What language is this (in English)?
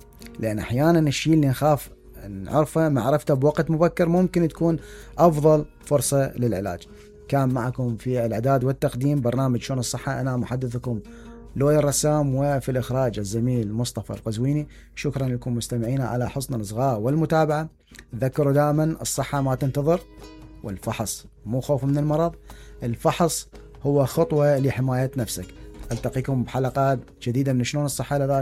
Mesopotamian Arabic